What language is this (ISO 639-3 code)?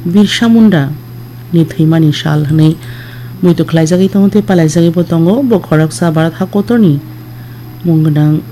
trp